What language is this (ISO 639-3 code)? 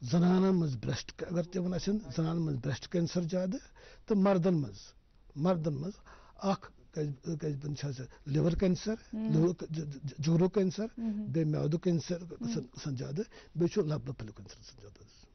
kas